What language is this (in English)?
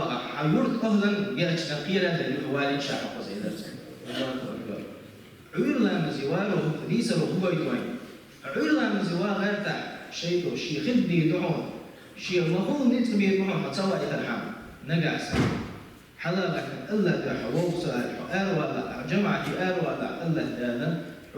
Chechen